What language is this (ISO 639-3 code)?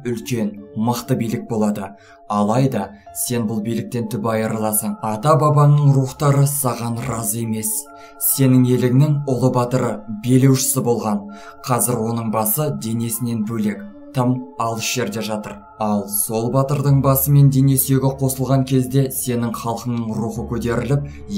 kaz